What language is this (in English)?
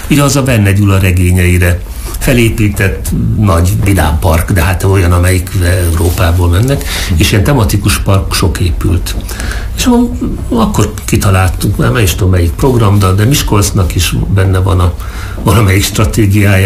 Hungarian